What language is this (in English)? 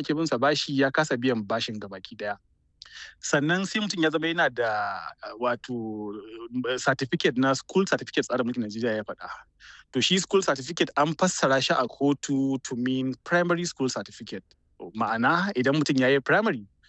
Hausa